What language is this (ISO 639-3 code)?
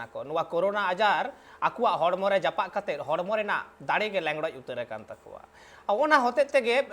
sat